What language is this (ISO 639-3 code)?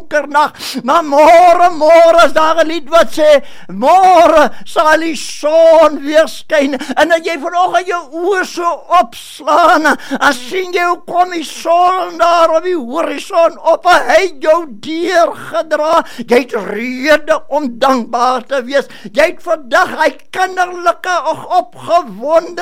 afr